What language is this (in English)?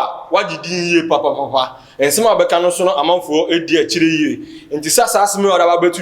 Akan